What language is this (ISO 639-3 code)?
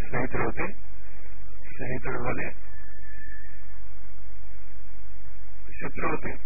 tel